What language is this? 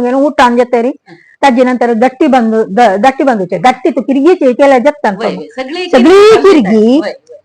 Konkani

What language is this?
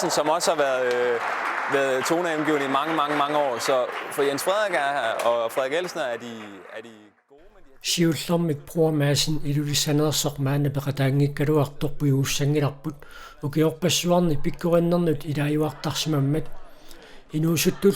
Kalaallisut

